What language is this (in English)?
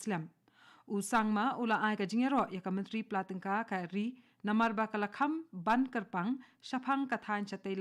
Khasi